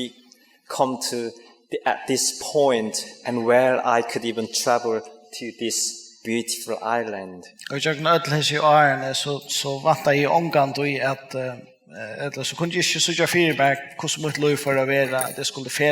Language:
Faroese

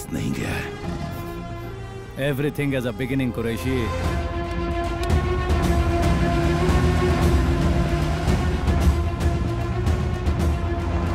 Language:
Hindi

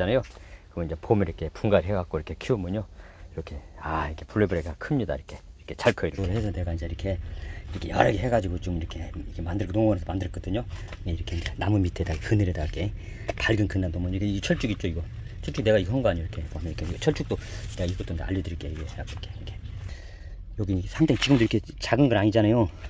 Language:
Korean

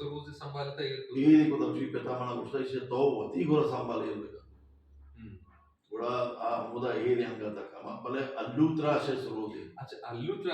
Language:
Baluchi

